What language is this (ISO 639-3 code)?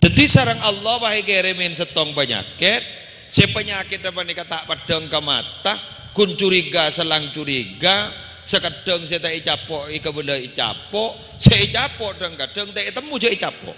mad